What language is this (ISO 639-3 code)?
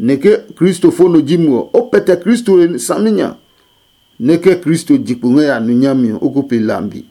ada